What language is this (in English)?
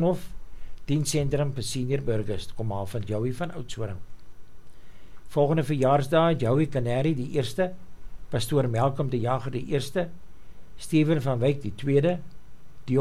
Afrikaans